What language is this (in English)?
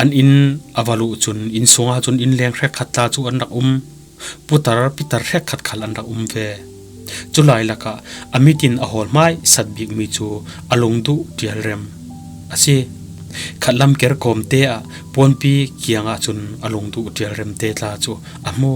Falam Chin